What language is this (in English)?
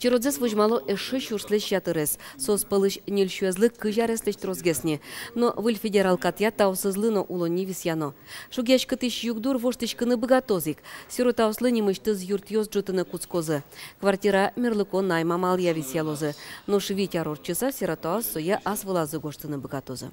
Udmurt